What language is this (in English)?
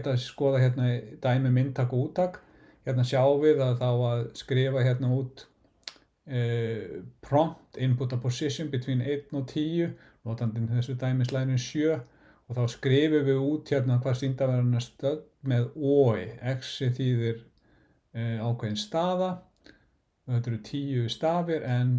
Icelandic